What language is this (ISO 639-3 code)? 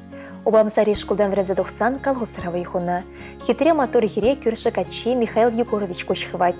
chv